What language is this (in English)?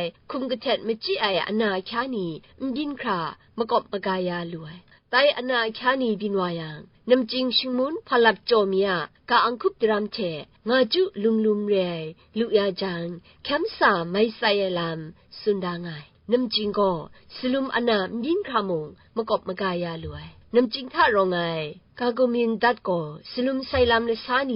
Kachin